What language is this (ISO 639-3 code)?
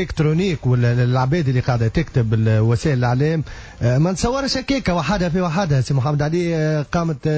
aeb